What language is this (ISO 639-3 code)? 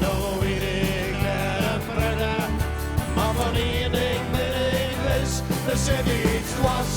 fry